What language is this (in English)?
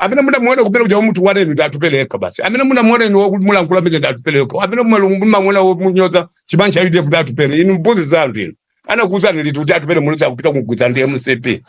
Nyanja